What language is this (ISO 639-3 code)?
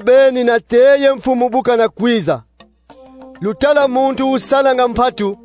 kon